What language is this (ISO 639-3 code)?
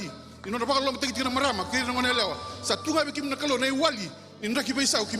fij